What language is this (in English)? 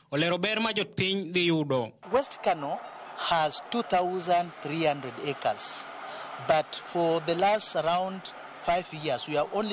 Luo (Kenya and Tanzania)